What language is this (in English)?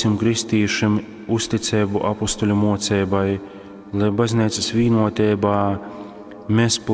Latgalian